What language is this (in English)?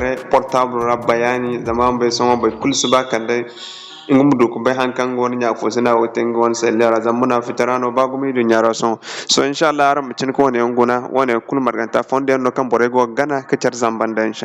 Zarma